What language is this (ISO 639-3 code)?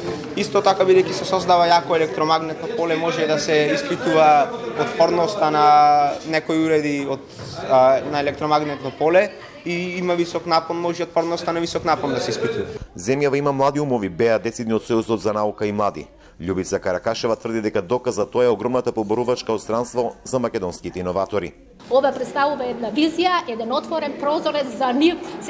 mkd